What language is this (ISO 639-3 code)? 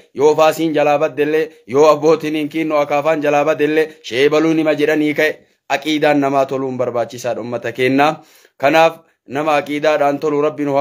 orm